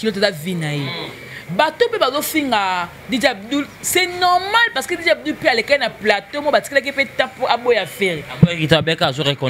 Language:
Lingala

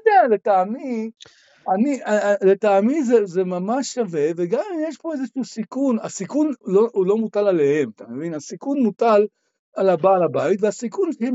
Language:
Hebrew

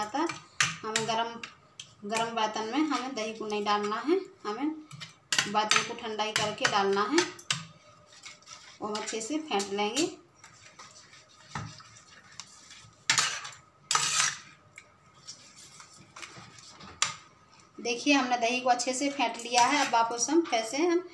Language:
Hindi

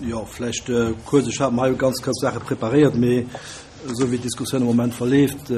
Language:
Luxembourgish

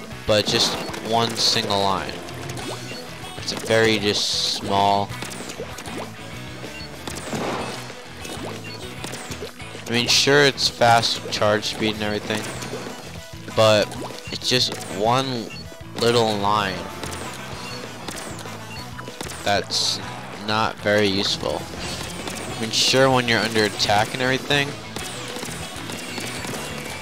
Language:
English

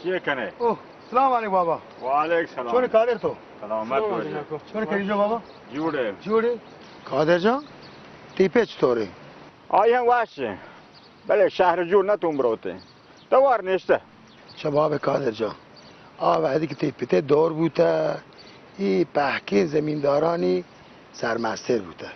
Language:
Baluchi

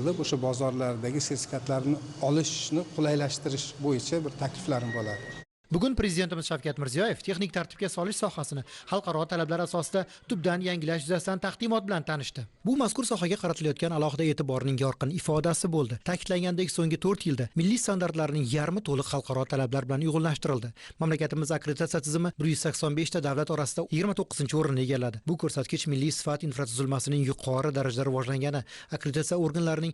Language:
Uzbek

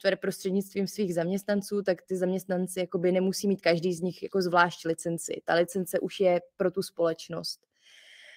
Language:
Czech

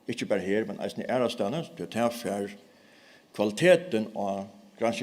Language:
Faroese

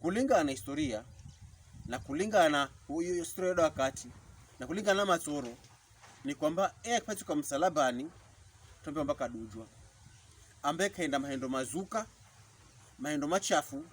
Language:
Pokomo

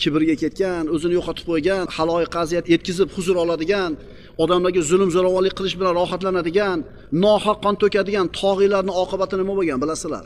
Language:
Uzbek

